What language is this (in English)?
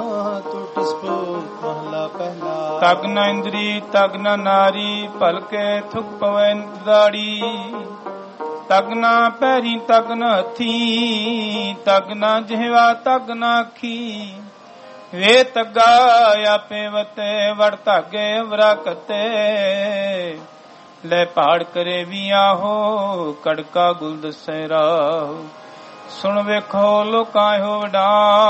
Punjabi